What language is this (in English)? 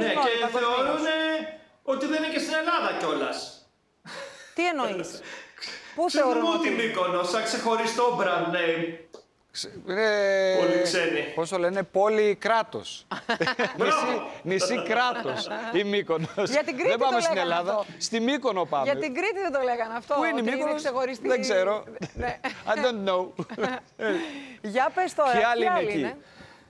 Greek